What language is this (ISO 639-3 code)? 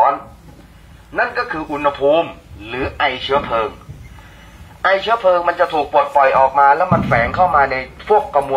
tha